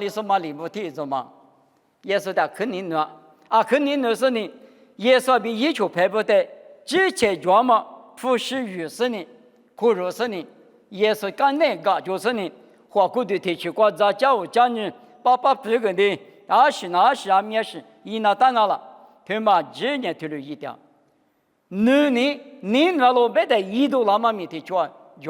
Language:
Lisu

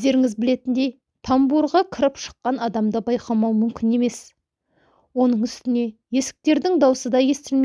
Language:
Kazakh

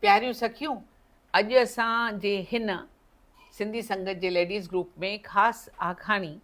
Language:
Sindhi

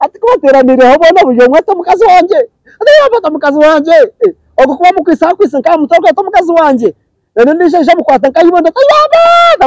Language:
Nyankole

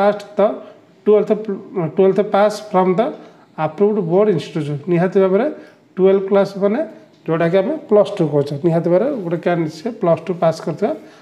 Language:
Odia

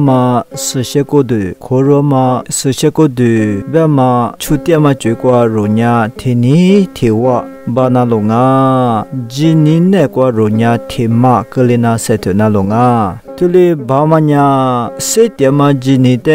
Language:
Lisu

